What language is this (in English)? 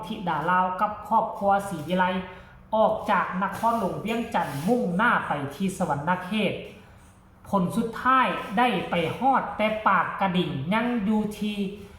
Northeastern Thai